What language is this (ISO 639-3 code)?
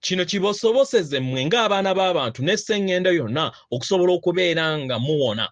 lug